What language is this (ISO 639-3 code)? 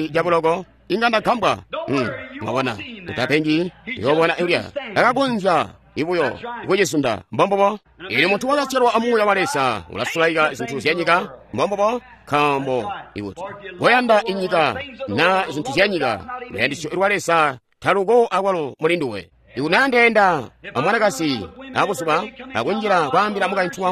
toi